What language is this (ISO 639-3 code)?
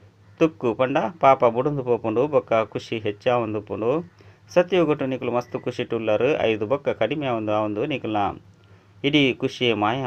tcy